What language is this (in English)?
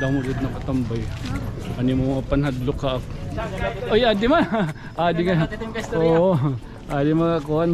Waray